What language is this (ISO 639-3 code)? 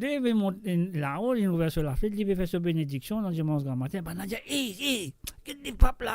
mfe